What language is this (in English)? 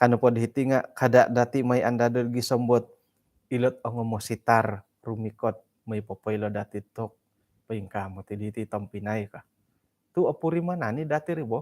Central Dusun